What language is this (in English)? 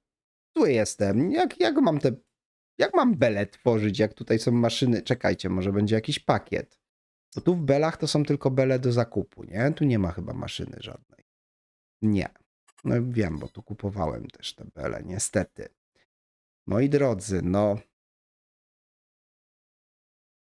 Polish